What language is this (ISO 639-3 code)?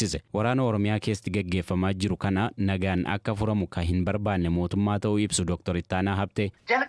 orm